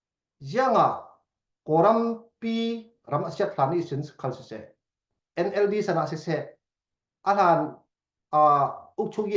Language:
Falam Chin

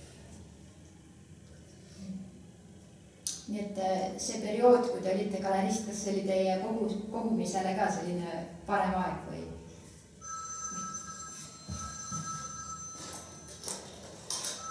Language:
Estonian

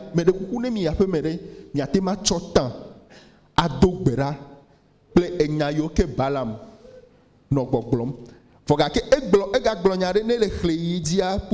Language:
Ewe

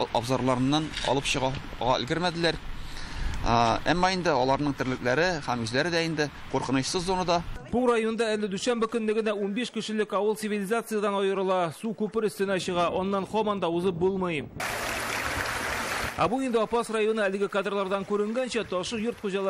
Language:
Tatar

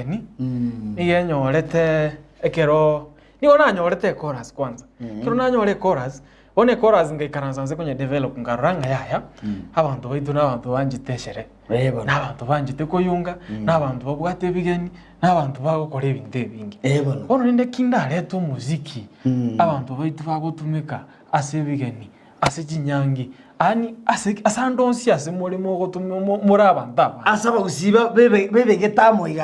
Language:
Gusii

